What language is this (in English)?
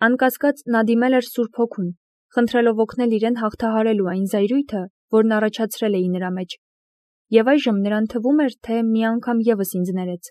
Armenian